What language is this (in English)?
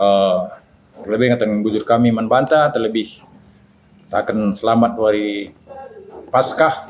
Batak Karo